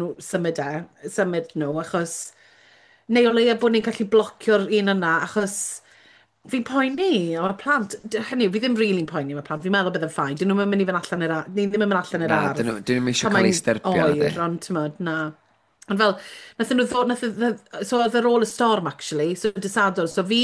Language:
Welsh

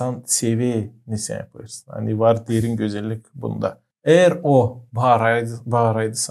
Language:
Gagauz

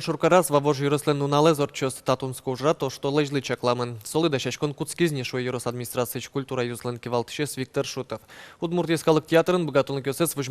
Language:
Udmurt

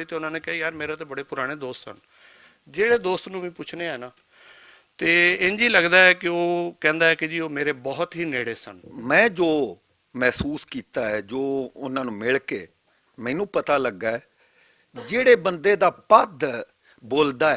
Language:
Western Panjabi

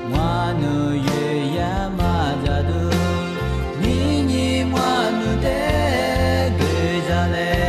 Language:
Lisu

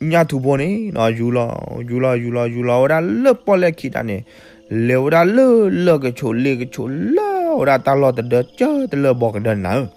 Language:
S'gaw Karen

